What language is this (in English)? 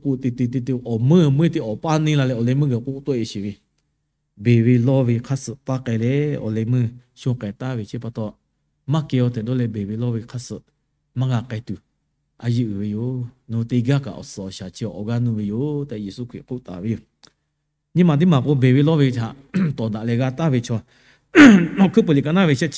Lahu